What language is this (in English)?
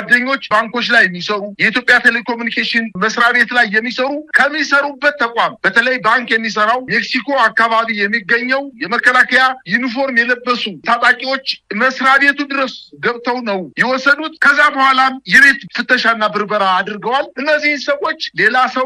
Amharic